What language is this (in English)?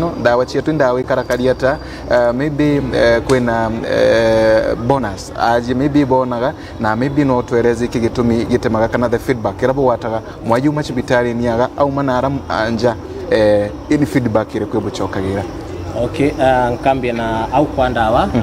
Meru